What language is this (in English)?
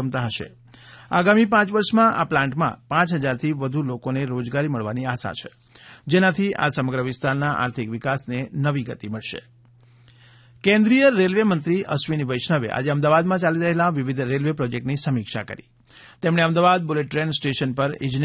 Gujarati